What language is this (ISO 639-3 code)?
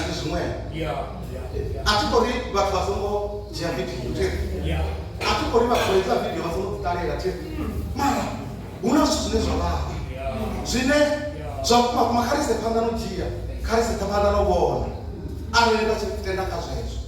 ven